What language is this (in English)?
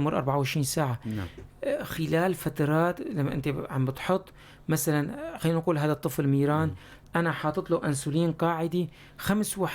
North Levantine Arabic